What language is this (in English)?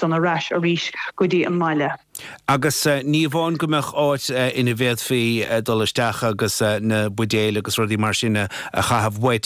Irish